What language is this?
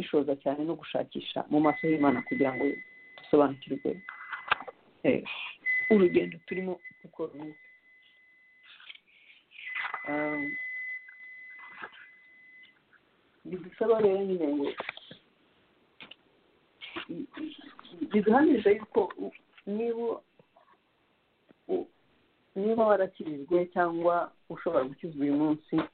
Kinyarwanda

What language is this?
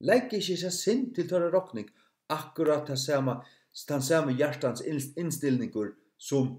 Faroese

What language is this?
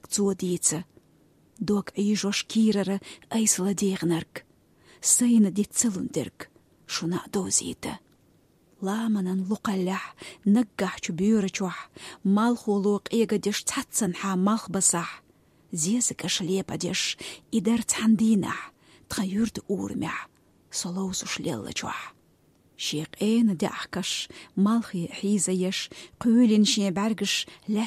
Chechen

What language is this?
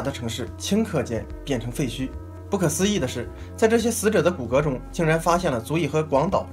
Chinese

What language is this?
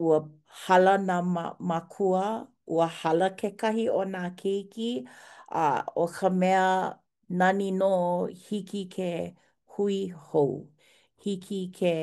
Hawaiian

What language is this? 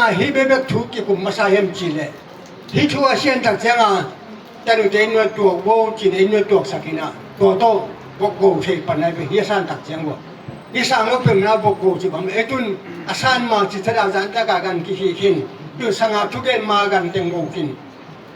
Tedim Chin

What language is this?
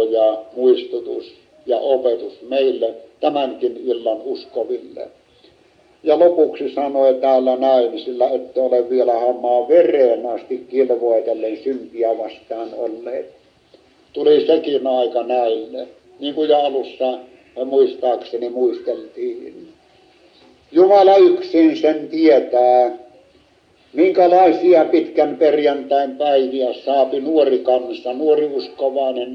Finnish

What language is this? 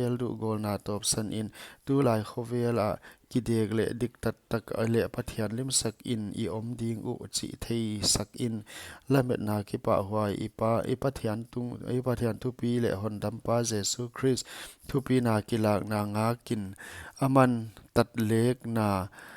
Paite Chin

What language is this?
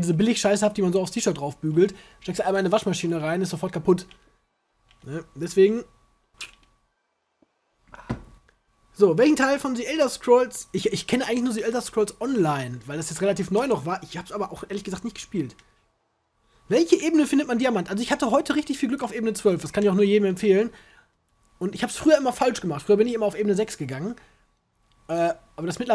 German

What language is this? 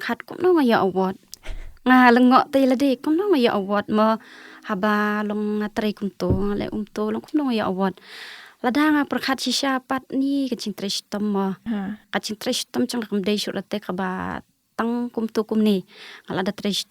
Khasi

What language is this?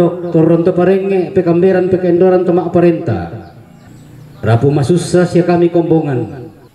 Toraja-Sa'dan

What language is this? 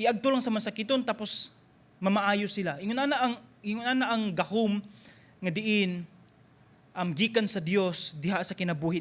Cebuano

